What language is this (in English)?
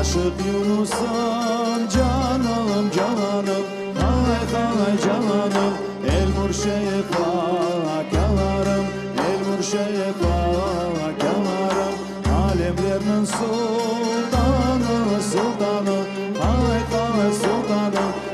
Crimean Tatar